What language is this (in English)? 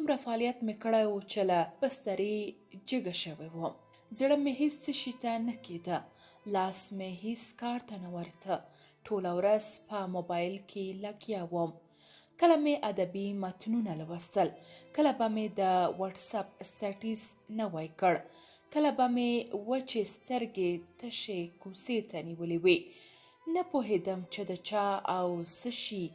Pashto